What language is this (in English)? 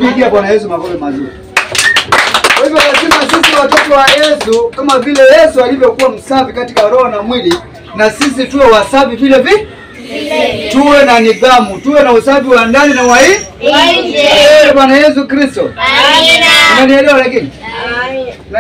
Swahili